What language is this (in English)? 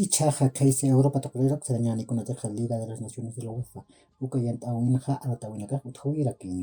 Aymara